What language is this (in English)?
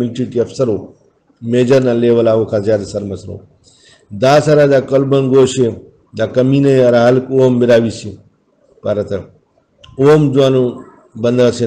Brahui